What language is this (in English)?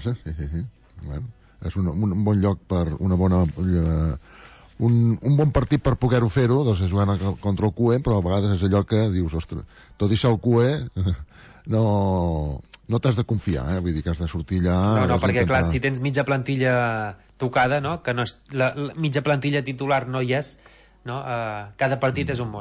Catalan